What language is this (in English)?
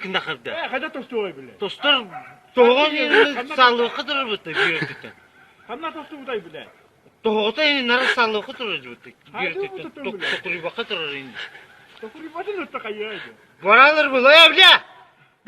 Yakut